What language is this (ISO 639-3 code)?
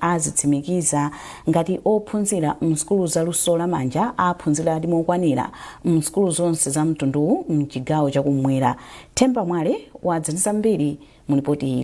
nya